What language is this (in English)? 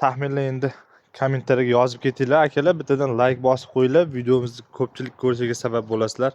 Uzbek